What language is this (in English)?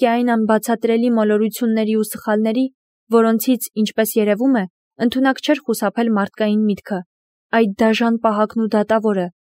Armenian